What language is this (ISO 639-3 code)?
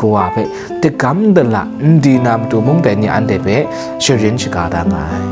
kac